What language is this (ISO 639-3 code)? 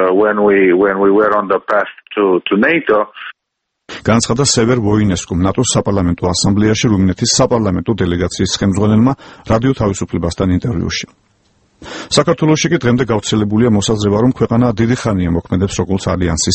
kat